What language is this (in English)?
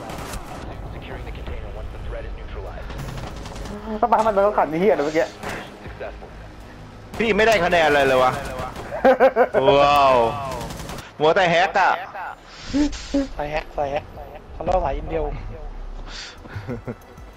Thai